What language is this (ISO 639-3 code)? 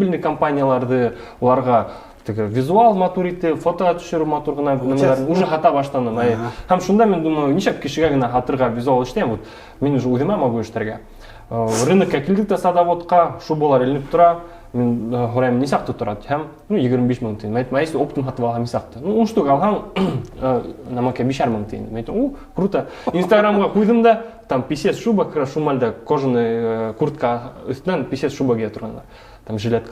bak